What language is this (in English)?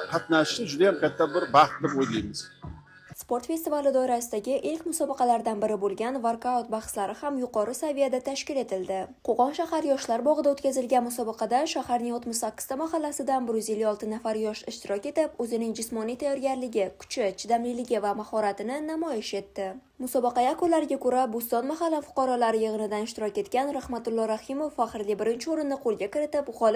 Uzbek